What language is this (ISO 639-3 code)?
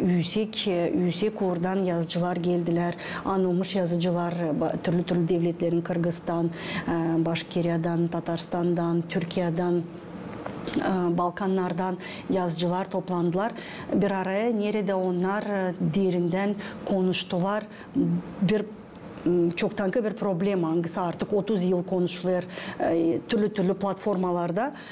gag